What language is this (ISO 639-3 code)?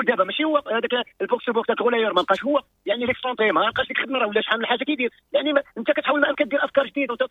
ary